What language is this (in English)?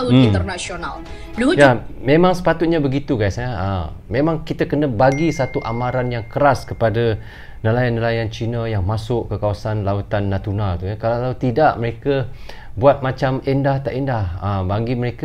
Malay